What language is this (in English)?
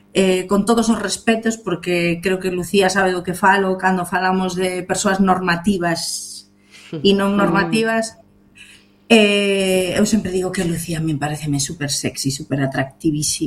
Galician